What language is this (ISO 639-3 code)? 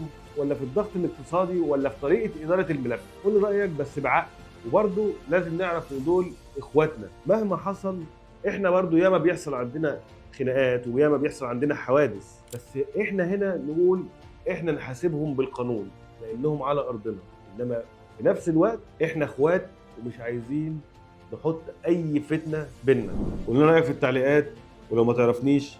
arz